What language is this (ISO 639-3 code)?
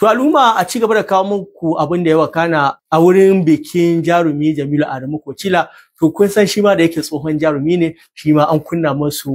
hau